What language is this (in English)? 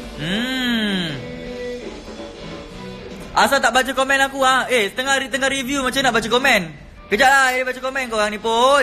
Malay